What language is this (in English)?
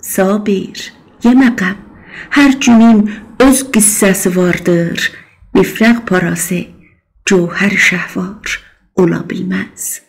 South Azerbaijani